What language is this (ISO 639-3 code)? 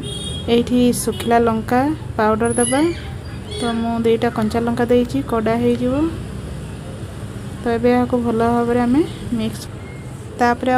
ori